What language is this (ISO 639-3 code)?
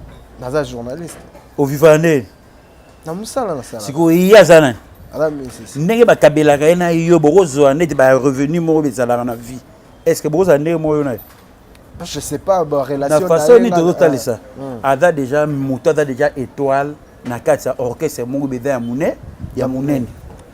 lin